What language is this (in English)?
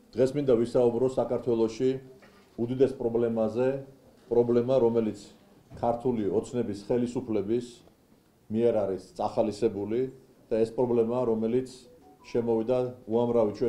Georgian